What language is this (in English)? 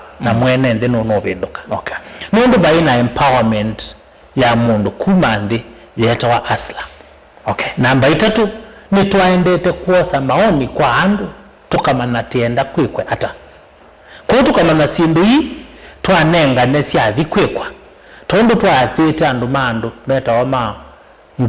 Kamba